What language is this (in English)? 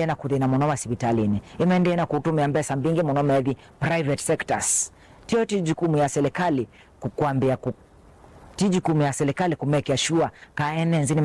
Kamba